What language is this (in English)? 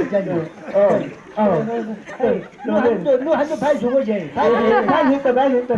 Chang Naga